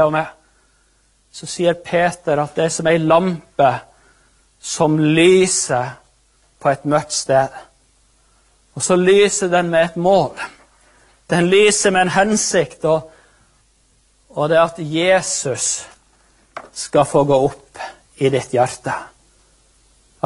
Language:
Norwegian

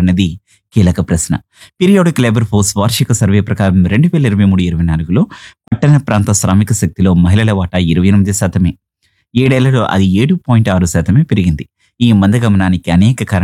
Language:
Telugu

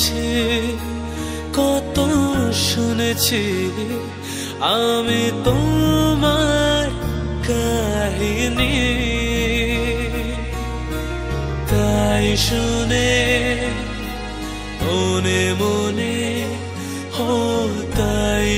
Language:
Bangla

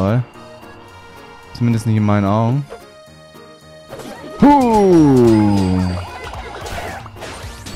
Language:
German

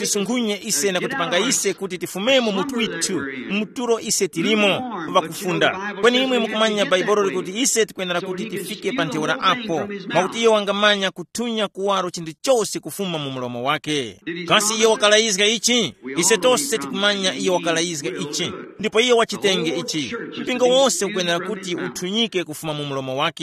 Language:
Tumbuka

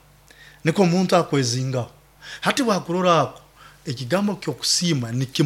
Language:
Nyoro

